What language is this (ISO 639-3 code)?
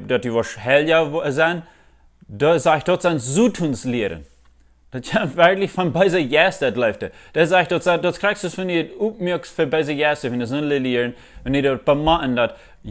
pdt